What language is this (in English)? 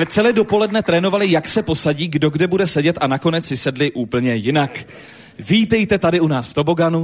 Czech